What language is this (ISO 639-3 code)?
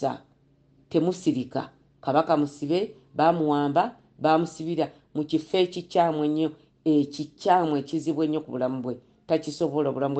lug